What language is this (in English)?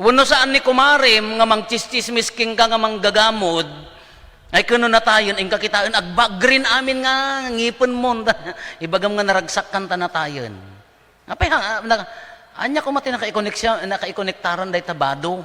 Iloko